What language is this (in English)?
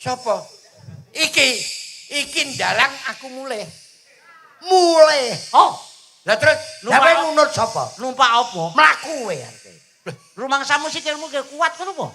Javanese